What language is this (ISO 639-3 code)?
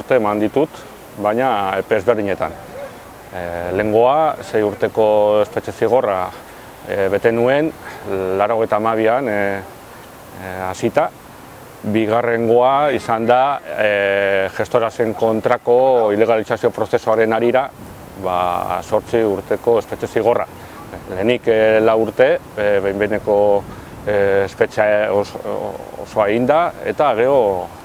eus